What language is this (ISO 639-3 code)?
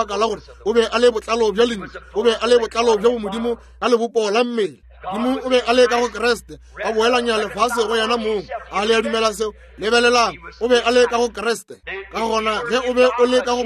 nso